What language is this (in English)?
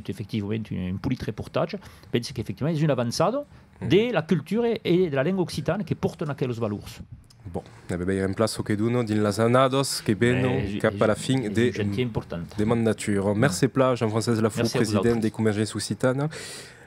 Occitan